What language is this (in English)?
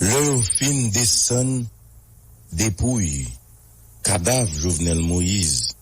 Haitian Creole